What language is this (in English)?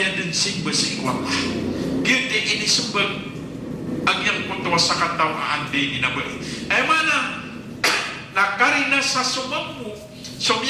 Maranao